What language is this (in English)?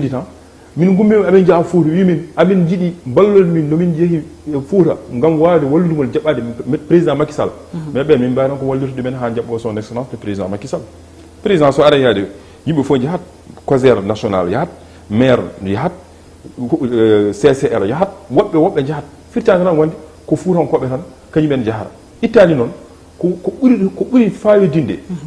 Fula